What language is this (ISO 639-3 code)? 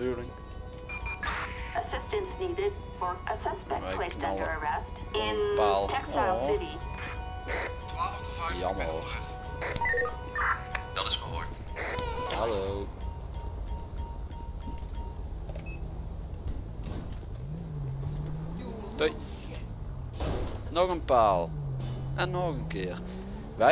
nld